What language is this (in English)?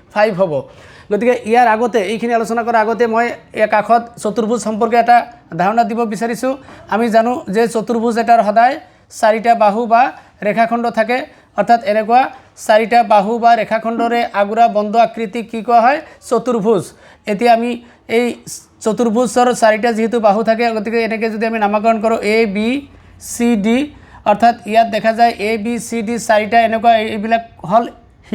Assamese